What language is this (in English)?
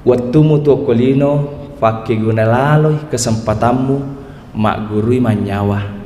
Buginese